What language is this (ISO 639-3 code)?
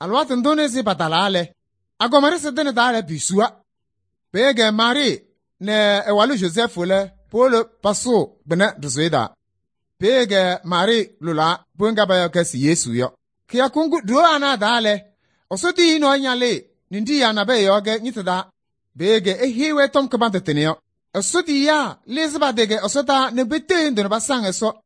kbp